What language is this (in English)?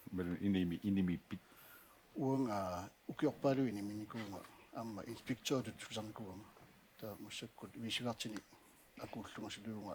Kalaallisut